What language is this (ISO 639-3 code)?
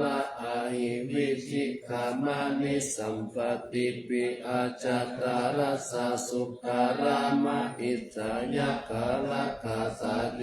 pli